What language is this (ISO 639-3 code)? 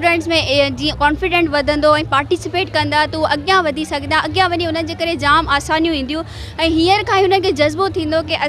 snd